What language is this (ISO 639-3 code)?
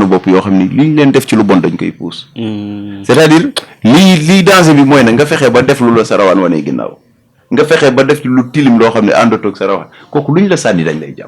wol